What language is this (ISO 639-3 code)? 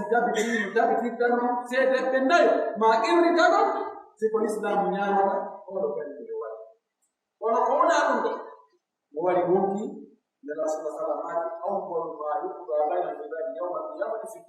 fuf